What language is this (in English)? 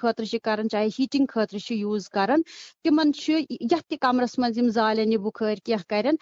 Kashmiri